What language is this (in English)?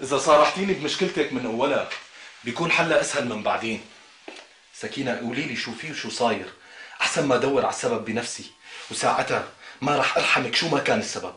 North Levantine Arabic